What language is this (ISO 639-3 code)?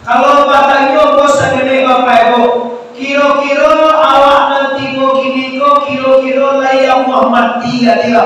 min